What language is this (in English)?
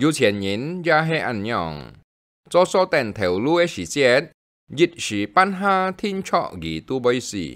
Hakka Chinese